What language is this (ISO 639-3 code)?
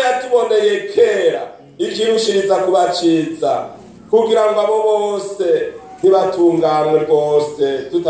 run